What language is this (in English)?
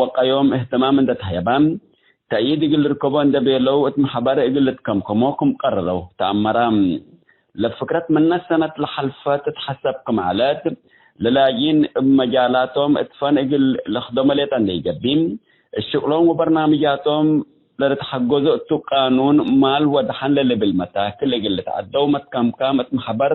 Tigre